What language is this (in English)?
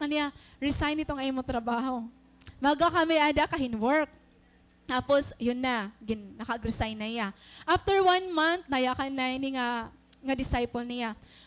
Waray